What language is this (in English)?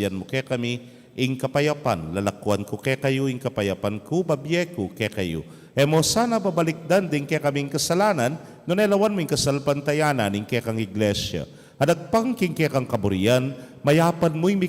Pampanga